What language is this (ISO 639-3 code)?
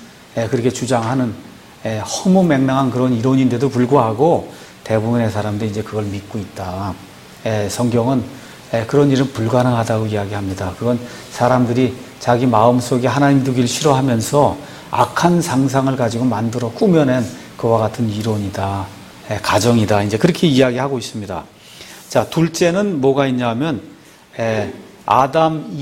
kor